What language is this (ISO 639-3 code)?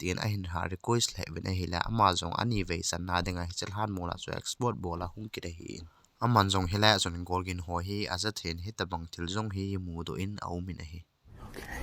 tcz